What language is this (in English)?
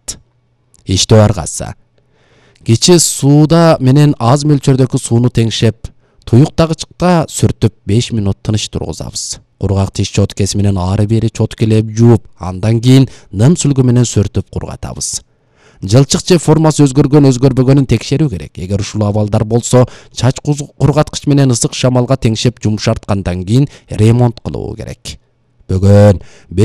Kyrgyz